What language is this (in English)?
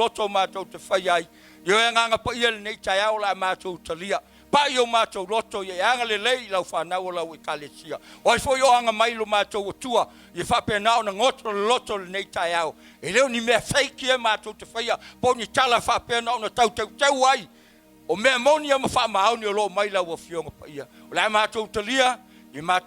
Samoan